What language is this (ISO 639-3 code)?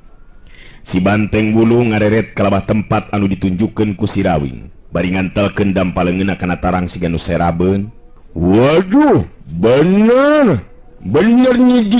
sun